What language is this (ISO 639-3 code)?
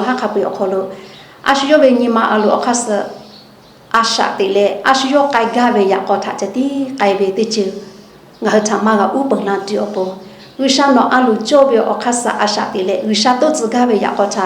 lhu